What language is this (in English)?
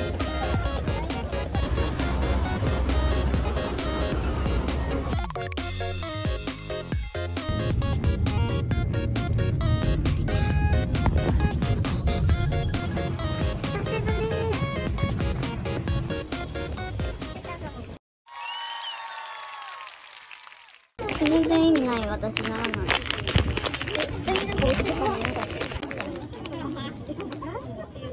Japanese